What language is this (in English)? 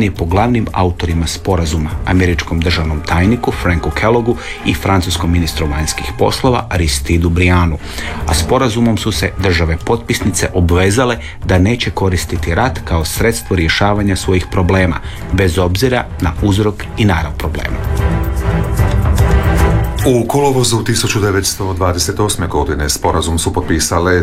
Croatian